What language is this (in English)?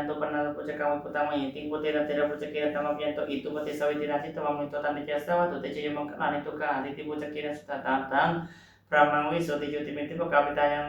Pali